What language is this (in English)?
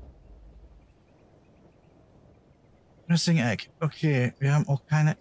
German